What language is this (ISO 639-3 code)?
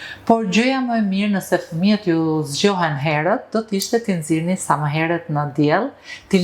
sqi